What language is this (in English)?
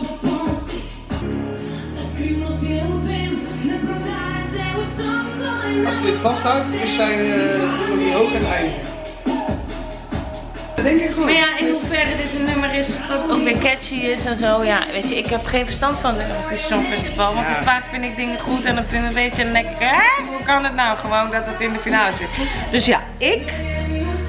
Dutch